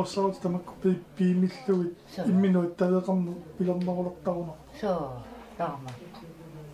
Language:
Kalaallisut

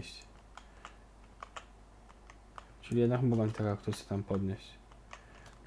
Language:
Polish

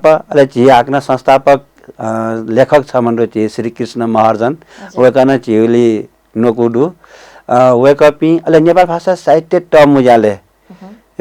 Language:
Newari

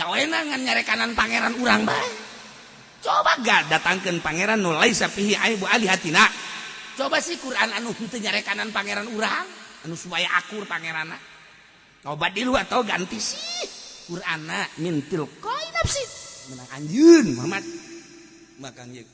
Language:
Sundanese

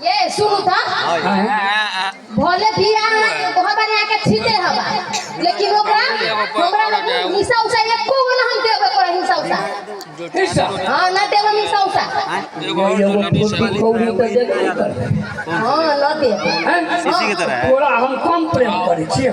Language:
Maithili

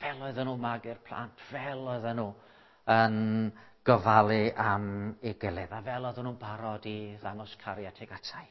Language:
Welsh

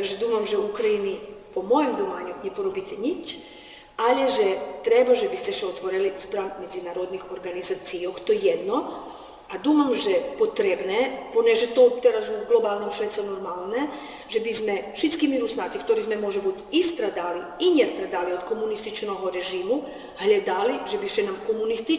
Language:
Rusyn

